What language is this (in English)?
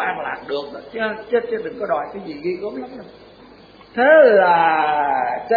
Vietnamese